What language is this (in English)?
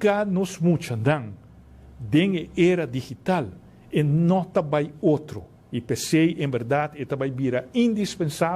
Papiamento